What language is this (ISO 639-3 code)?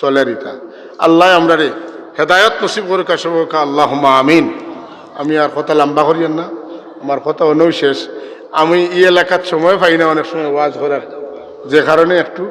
syl